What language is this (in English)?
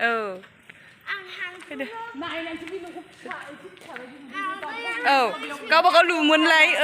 Bodo